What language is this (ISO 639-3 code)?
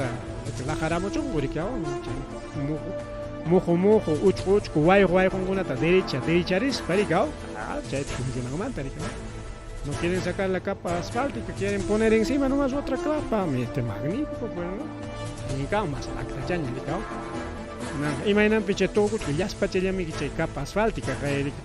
quy